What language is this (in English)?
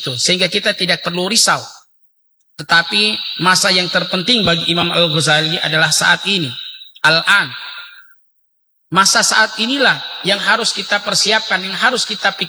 Indonesian